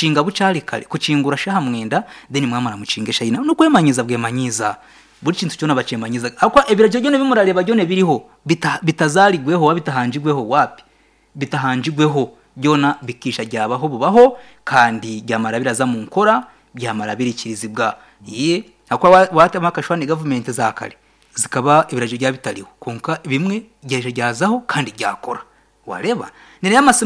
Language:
Nyankole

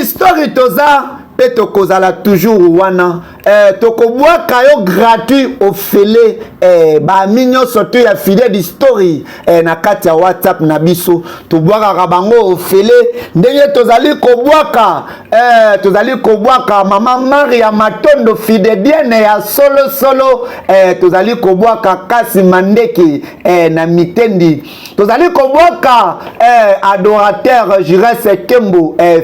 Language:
Lingala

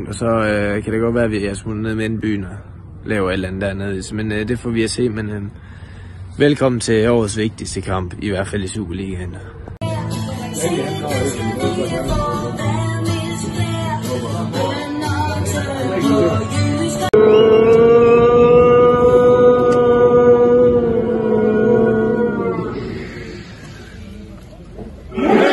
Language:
Danish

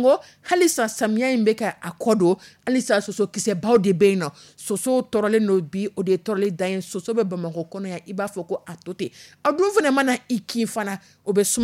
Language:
Dyula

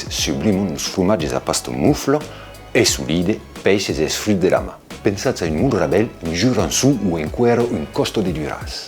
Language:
Occitan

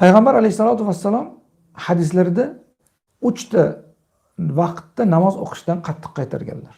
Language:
Uzbek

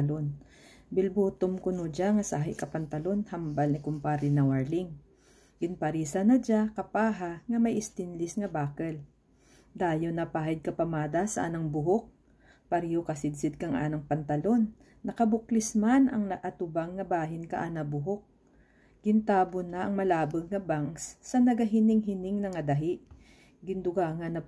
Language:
Kinaray-a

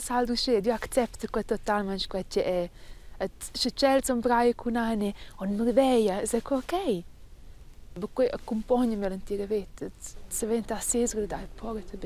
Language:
Romansh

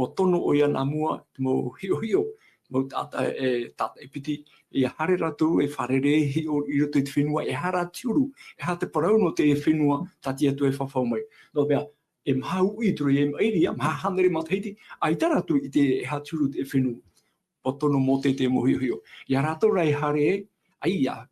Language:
Tahitian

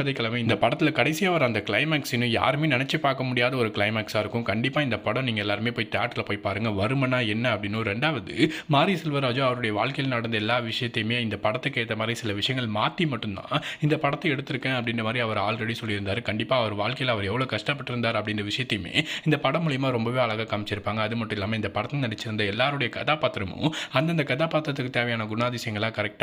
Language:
Tamil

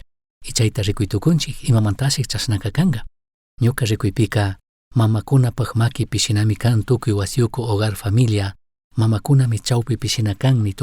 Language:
Chimborazo Highland Quichua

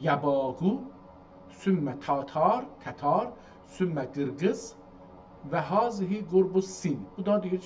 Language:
South Azerbaijani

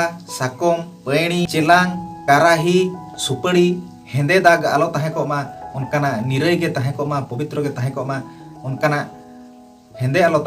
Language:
Santali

